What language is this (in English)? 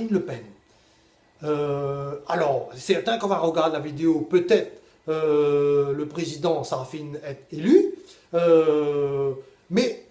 Réunion Creole French